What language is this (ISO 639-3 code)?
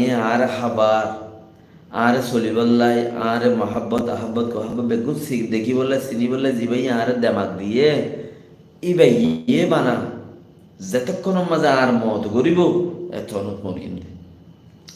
rhg